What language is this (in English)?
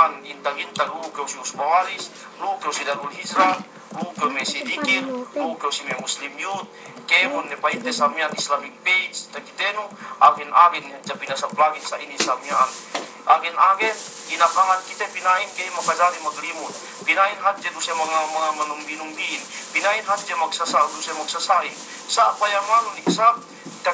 Yakan